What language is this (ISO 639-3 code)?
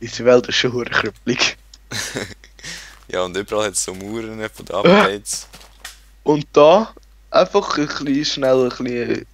gsw